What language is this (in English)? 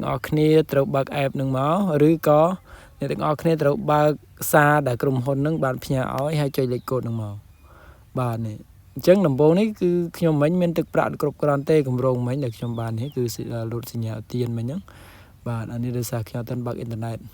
Khmer